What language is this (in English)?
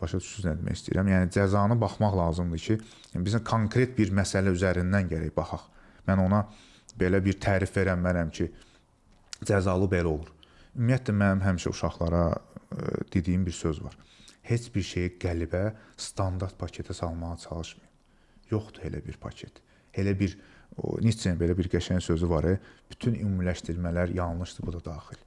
Azerbaijani